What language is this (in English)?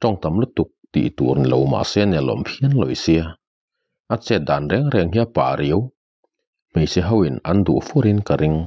Mizo